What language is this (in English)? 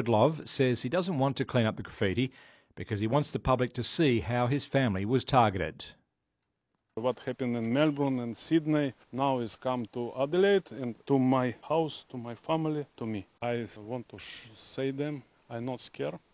English